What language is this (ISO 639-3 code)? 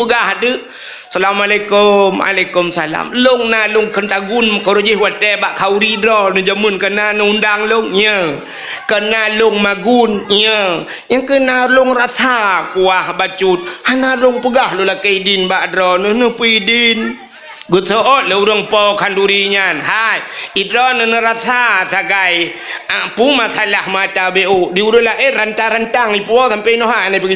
ace